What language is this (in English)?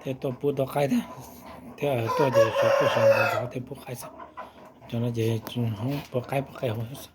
Hmong